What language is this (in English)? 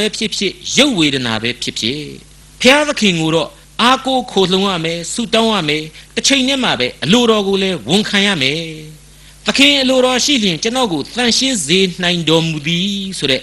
Burmese